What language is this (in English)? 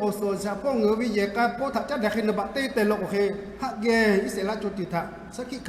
Lahu